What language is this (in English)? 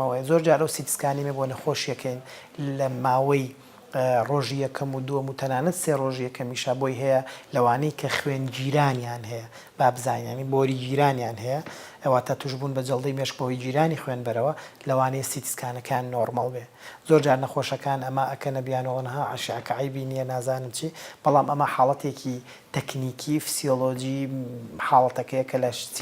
Central Kurdish